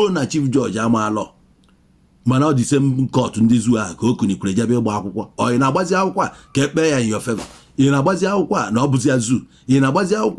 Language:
Igbo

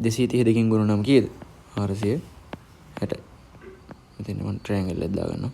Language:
Sinhala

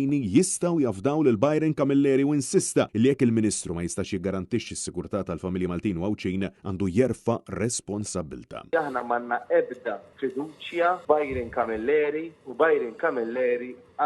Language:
Maltese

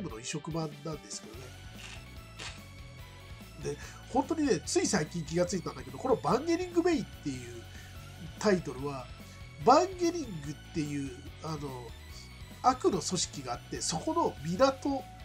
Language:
Japanese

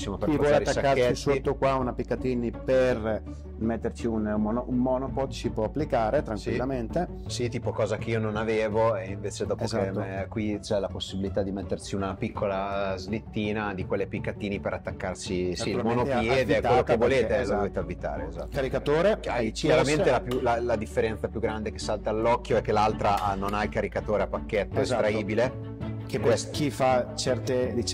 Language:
Italian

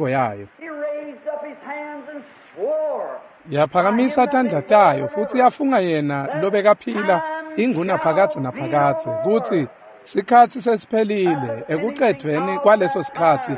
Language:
Swati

